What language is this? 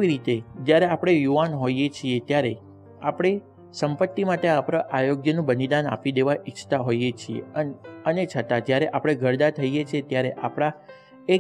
Gujarati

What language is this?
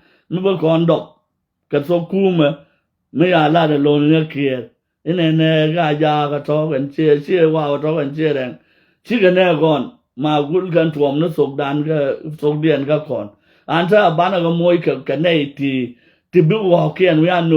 Nuer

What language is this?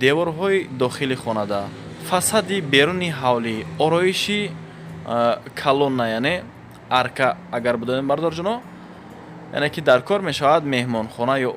Tajik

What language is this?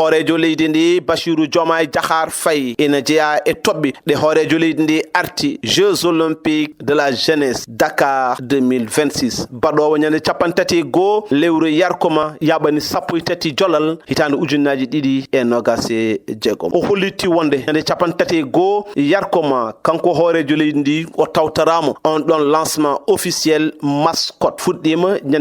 Fula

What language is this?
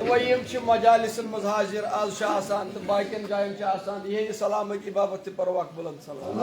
Kashmiri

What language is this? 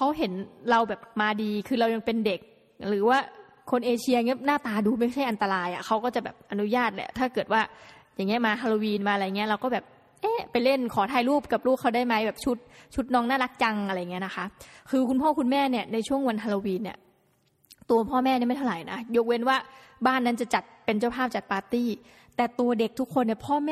Thai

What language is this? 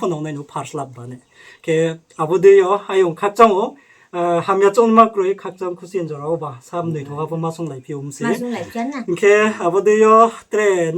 Riang (India)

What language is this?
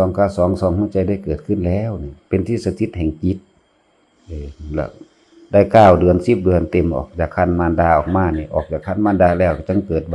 Northeastern Thai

